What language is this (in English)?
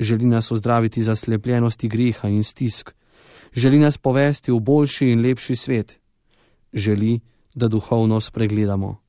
Slovenian